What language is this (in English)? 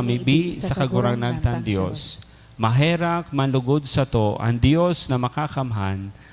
Bikol